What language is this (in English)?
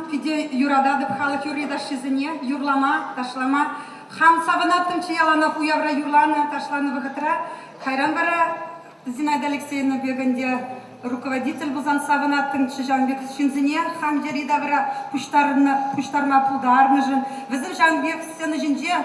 Chuvash